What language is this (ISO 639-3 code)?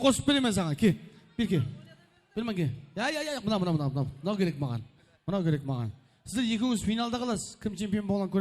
kaa